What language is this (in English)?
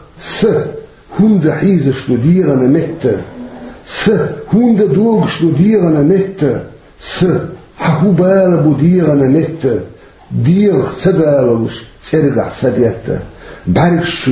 Chechen